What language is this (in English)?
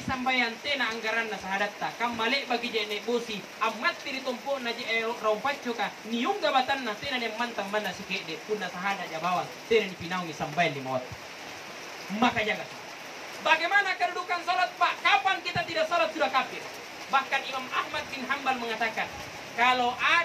Makasar